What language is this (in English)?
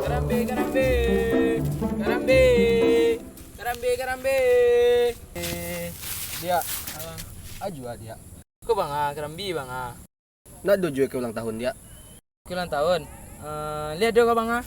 Minangkabau